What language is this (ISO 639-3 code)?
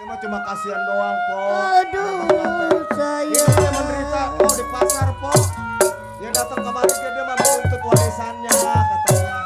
bew